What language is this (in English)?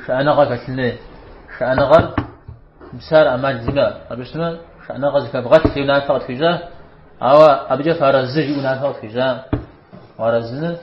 Kabardian